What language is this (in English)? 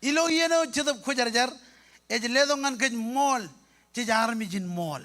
Marshallese